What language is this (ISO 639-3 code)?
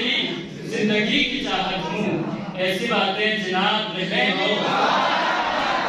urd